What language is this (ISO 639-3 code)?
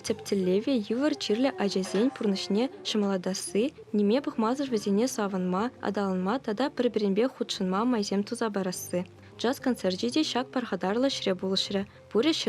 chv